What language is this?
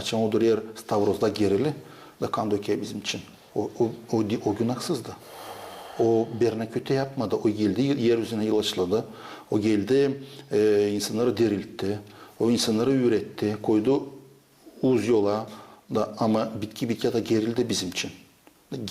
Gagauz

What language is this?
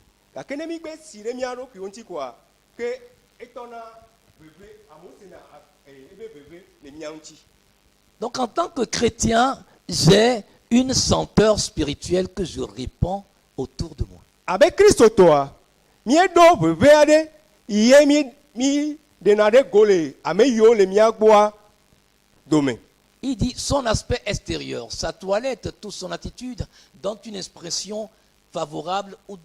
Ewe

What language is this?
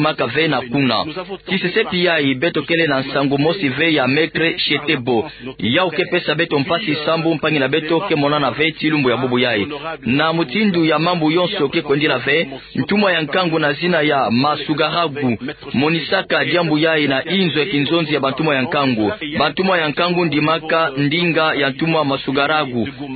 Kituba (Democratic Republic of Congo)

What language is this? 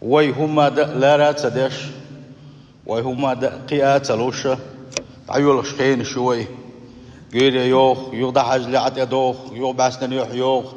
Chechen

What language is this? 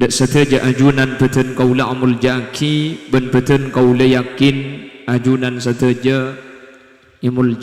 Madurese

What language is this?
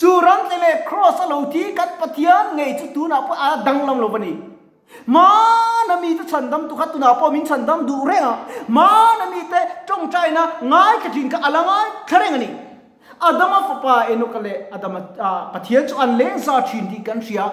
Mizo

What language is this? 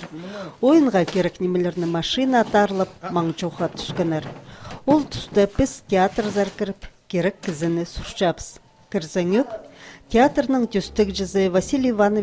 Khakas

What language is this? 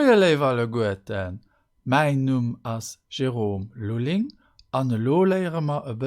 Luxembourgish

